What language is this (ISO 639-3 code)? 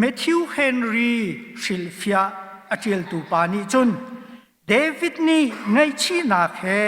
cnh